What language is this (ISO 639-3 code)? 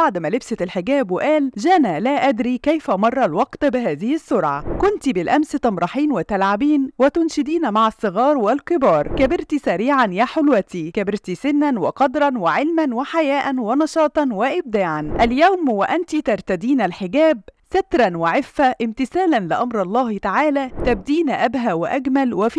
ara